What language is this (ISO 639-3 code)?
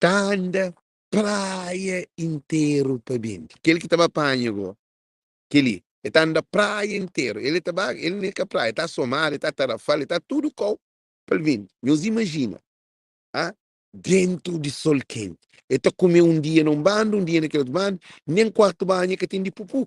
kea